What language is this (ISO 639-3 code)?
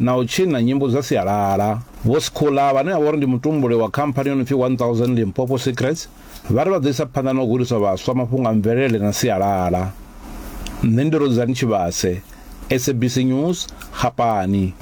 ven